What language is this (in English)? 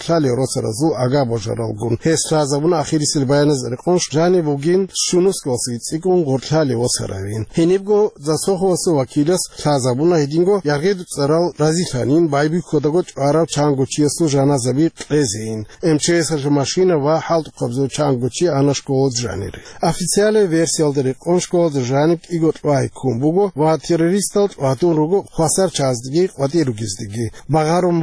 Avaric